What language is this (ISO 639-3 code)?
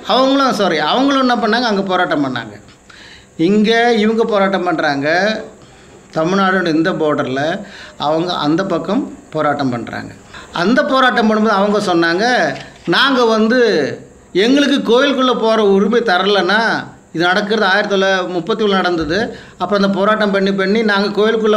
tam